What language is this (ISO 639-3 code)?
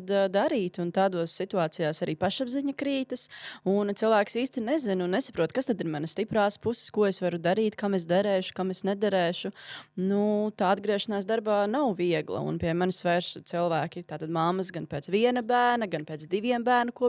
lav